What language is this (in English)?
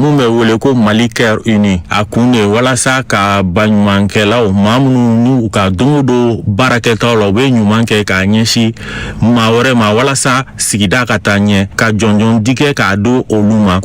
Bambara